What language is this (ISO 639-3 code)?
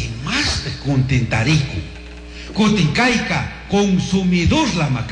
qug